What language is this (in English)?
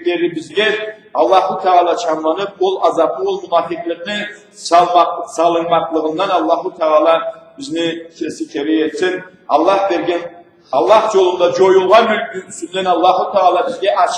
Karachay-Balkar